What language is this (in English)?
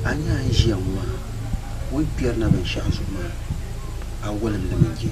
Dagbani